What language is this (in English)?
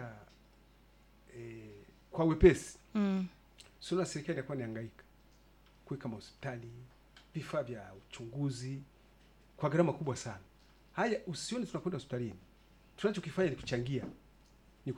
Swahili